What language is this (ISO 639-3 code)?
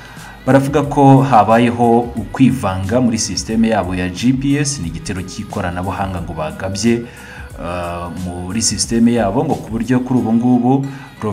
kin